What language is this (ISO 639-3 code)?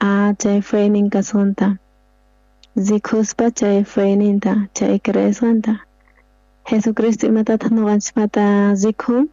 quh